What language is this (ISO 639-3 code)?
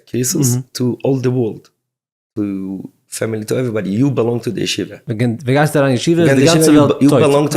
yid